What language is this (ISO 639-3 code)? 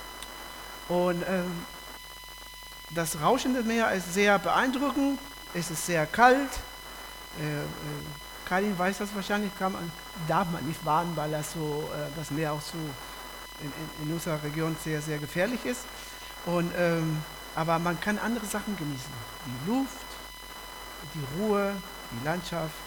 deu